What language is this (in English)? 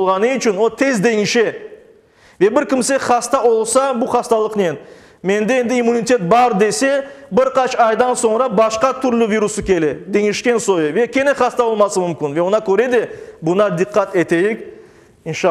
Crimean Tatar